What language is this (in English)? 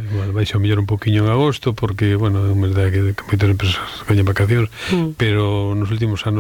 Galician